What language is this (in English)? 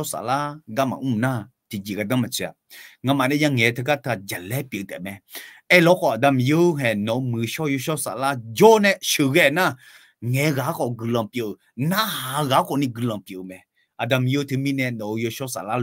Akha